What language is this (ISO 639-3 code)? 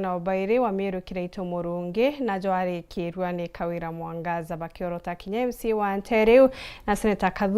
mer